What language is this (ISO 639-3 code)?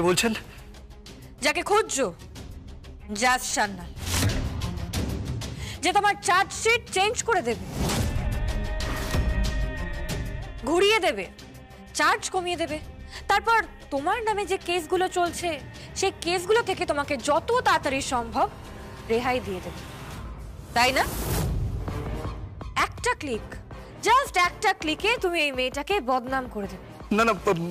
ben